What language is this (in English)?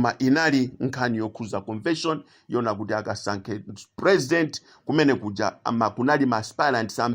Nyanja